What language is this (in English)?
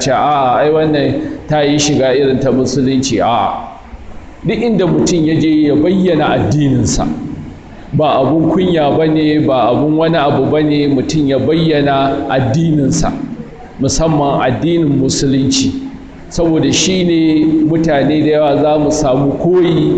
Hausa